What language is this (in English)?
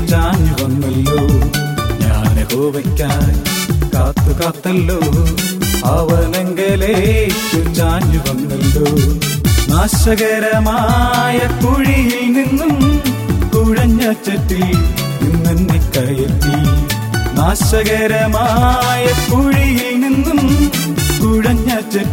Malayalam